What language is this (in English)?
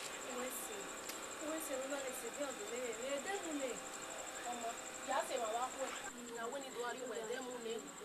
Bini